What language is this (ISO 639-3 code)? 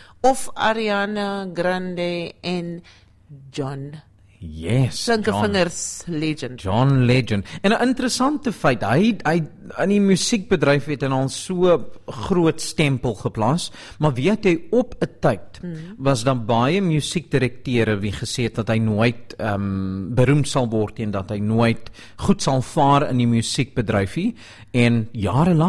afr